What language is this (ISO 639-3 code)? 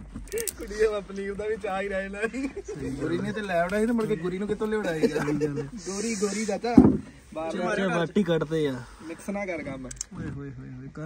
pan